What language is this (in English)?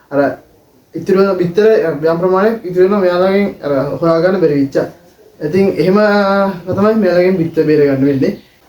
Sinhala